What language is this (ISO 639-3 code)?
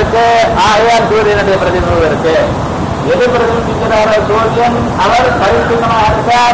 tam